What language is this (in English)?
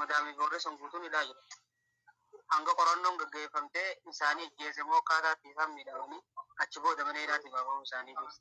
Oromo